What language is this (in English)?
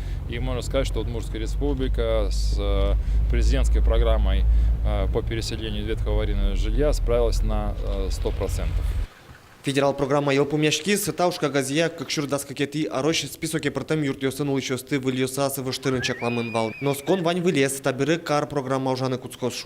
Udmurt